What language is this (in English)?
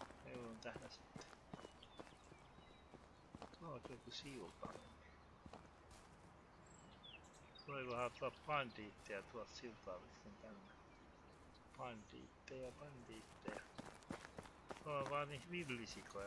Finnish